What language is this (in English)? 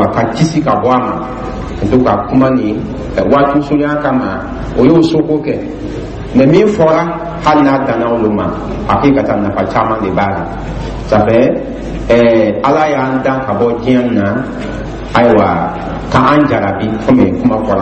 Dyula